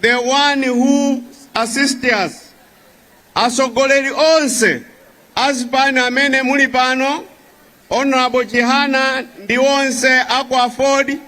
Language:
Nyanja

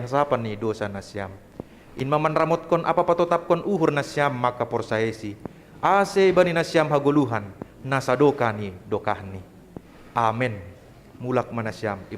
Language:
Batak Simalungun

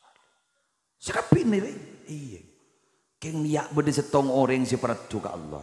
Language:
Madurese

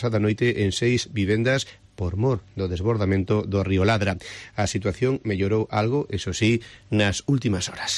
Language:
Galician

